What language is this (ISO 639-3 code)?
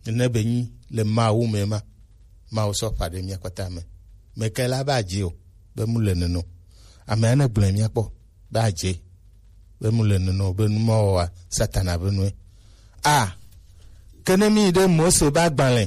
gej